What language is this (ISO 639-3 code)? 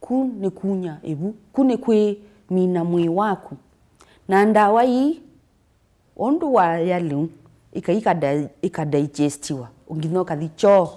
kam